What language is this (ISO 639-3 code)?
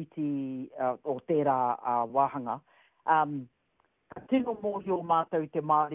mri